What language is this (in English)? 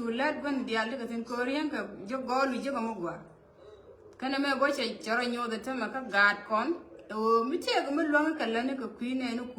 Nuer